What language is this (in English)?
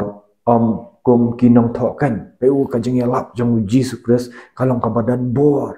Khasi